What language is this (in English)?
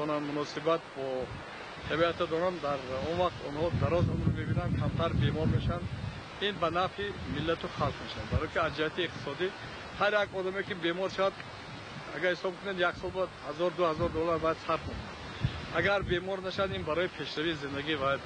Tajik